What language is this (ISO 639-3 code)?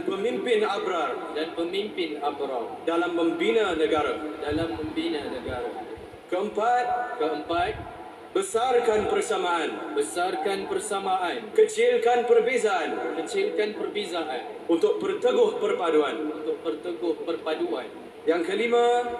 msa